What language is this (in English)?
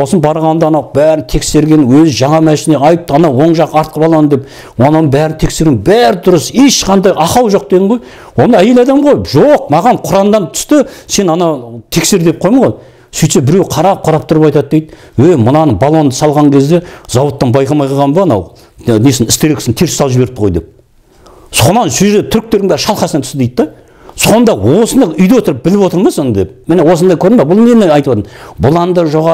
Kazakh